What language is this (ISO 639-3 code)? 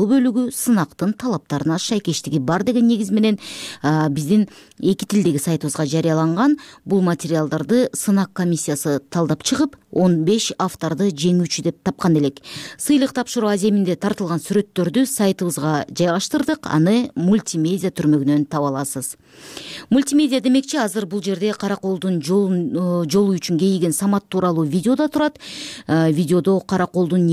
kir